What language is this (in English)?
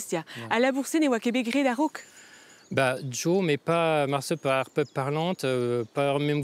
Breton